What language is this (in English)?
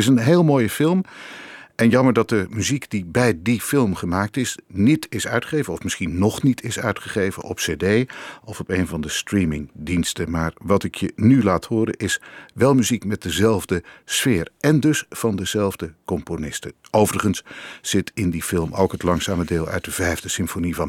Dutch